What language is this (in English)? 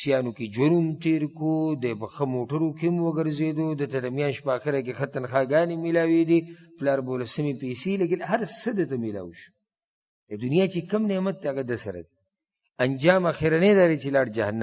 Pashto